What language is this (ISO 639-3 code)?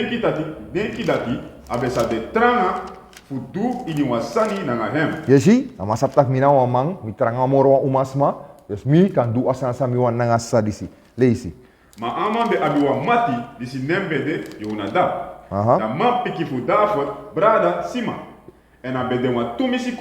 srn